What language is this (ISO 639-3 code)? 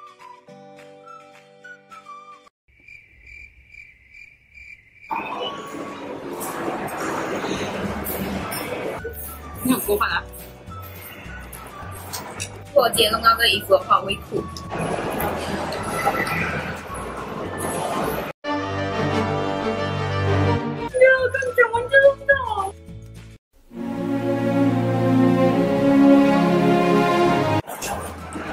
zho